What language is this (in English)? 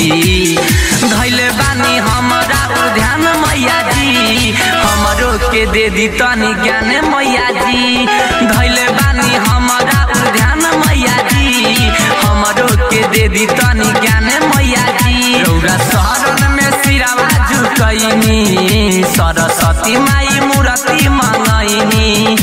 Bhojpuri